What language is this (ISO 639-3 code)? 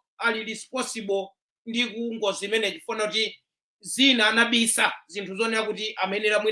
nya